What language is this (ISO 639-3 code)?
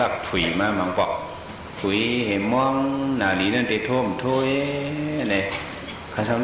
shn